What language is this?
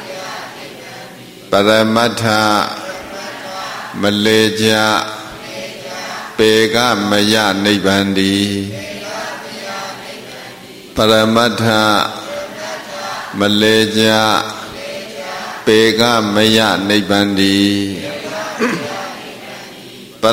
Burmese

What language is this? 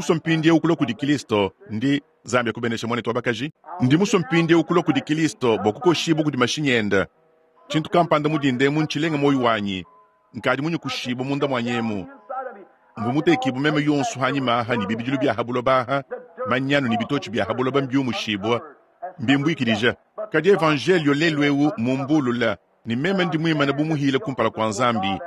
Luba-Lulua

